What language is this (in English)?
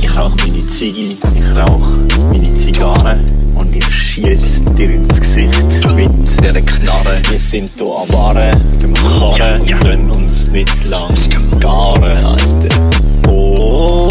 Swiss German